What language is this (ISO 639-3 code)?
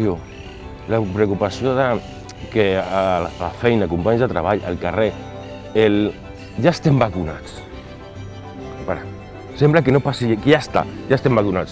cat